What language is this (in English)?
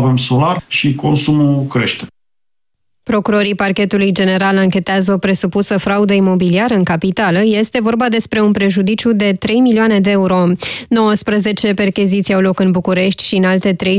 Romanian